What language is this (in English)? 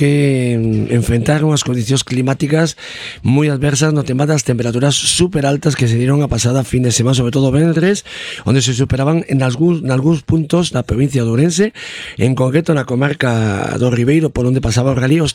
Galician